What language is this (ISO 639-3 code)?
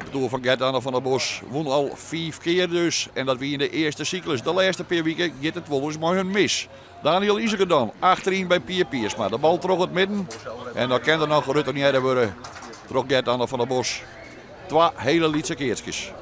fry